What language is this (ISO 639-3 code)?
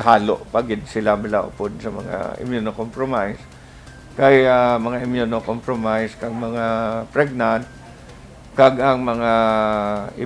hil